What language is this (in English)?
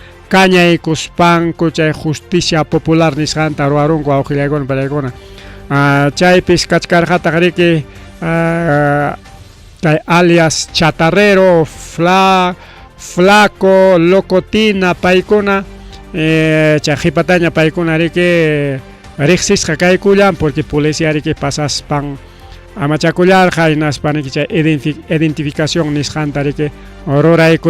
Ayacucho Quechua